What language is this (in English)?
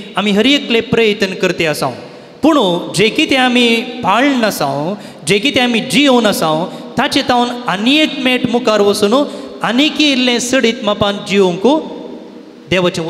Konkani